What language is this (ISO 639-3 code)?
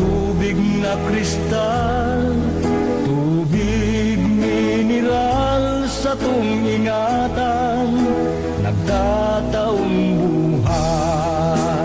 bik